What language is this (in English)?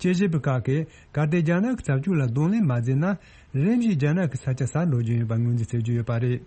Tibetan